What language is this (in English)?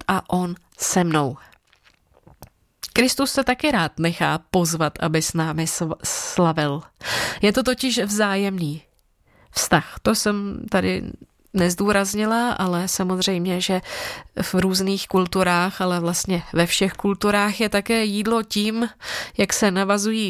Czech